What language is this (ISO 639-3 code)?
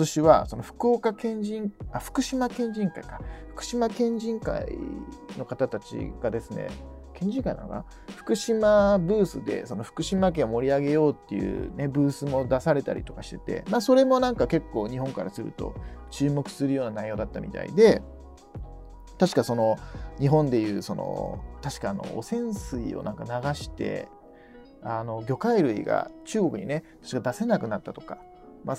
jpn